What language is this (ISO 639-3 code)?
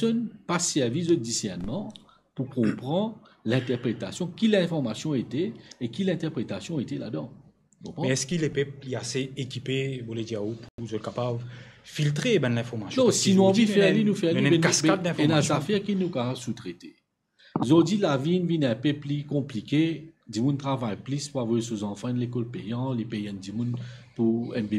mfe